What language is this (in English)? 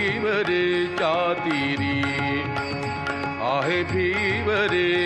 Marathi